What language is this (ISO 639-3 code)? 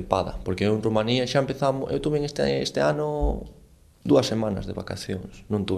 glg